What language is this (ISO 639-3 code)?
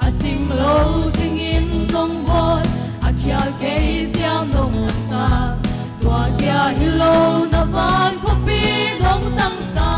ctd